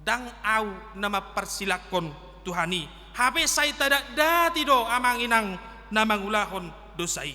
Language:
Batak Toba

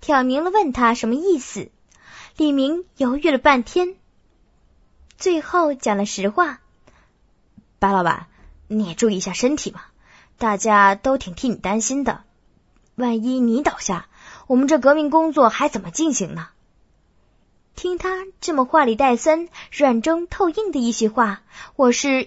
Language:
Chinese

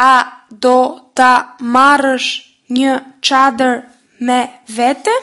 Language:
Albanian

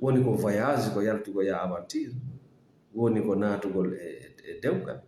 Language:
Fula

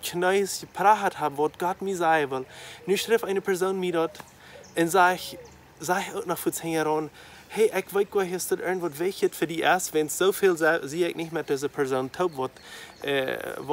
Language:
Plautdietsch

